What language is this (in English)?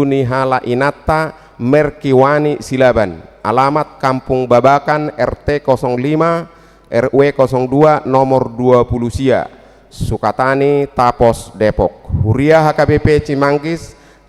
Batak Toba